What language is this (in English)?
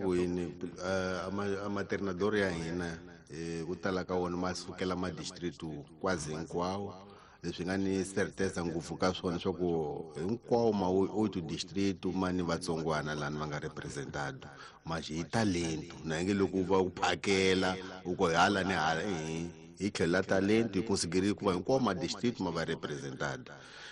Tsonga